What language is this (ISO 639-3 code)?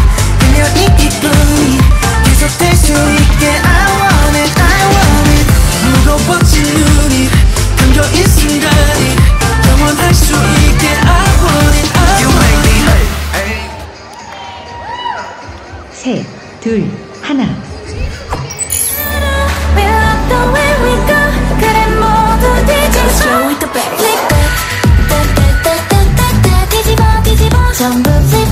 kor